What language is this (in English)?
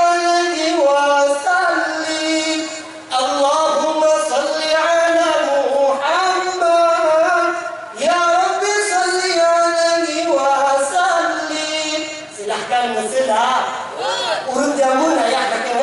Achinese